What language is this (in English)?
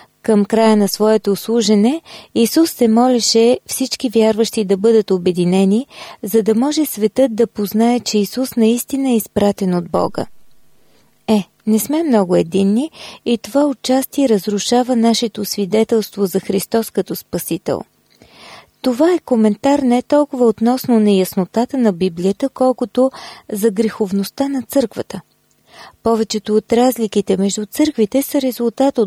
Bulgarian